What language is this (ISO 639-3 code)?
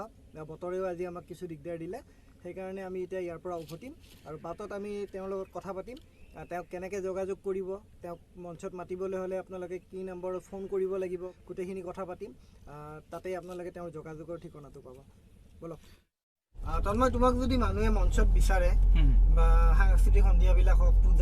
asm